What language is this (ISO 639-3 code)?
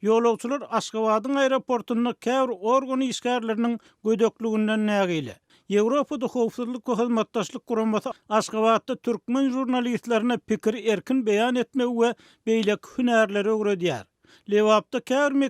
tuk